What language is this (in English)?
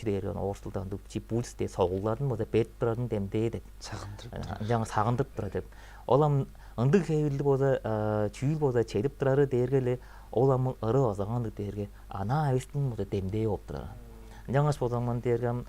Tuvinian